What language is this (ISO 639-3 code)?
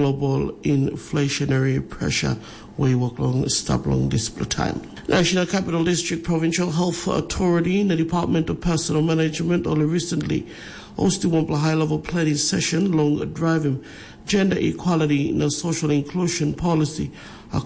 tpi